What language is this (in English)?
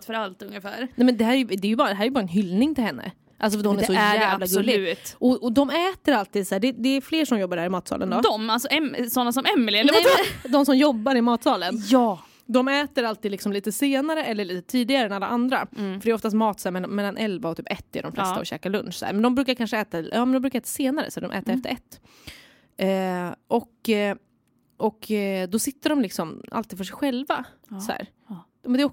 Swedish